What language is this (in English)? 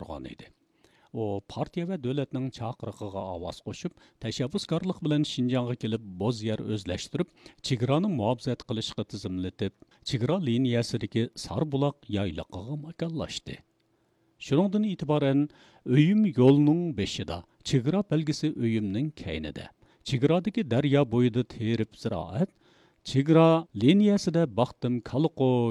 Uyghur